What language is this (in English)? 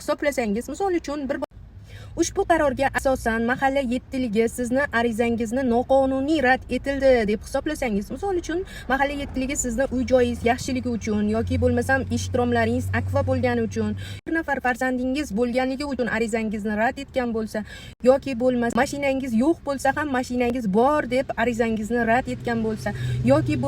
Uzbek